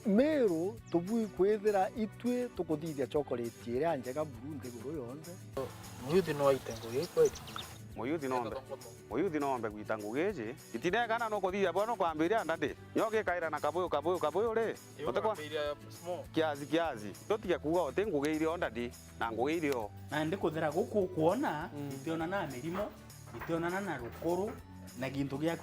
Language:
Meru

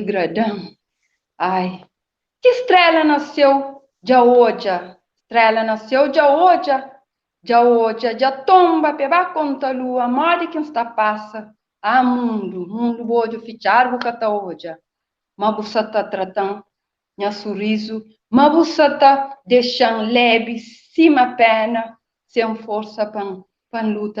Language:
Kabuverdianu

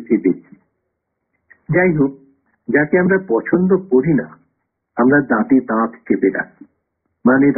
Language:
Bangla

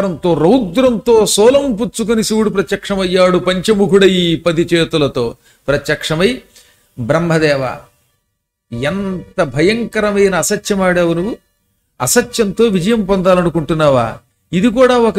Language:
Telugu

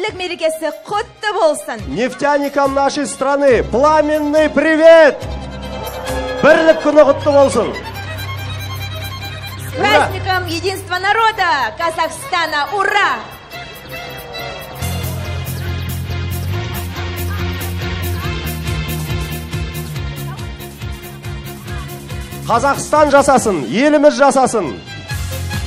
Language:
Kazakh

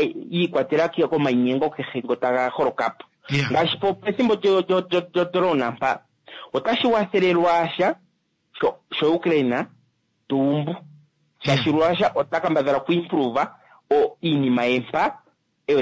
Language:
Kuanyama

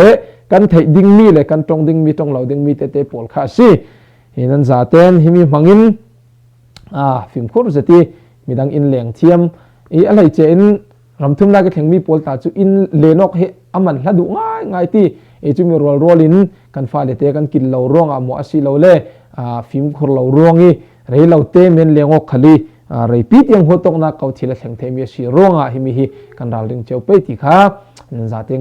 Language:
Falam Chin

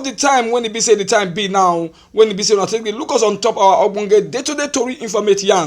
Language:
Nigerian Pidgin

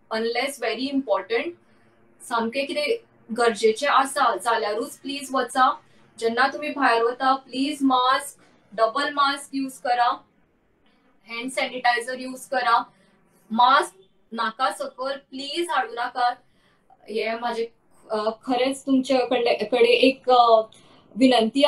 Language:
Konkani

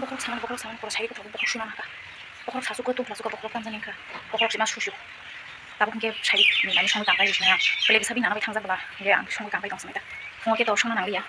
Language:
Kok Borok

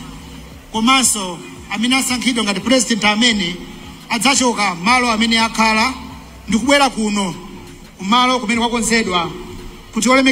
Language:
Nyanja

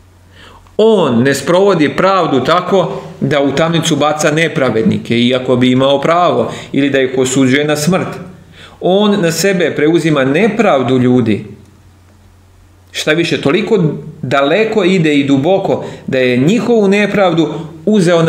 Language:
Serbian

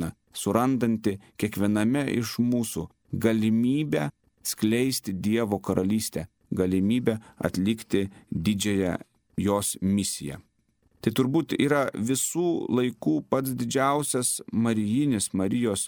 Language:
Lithuanian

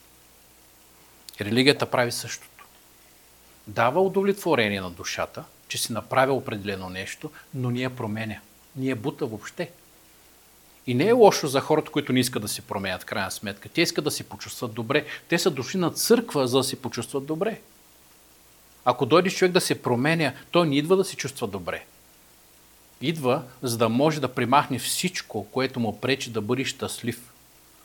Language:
Bulgarian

